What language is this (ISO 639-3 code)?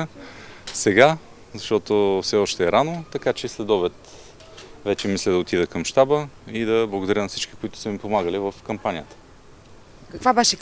bul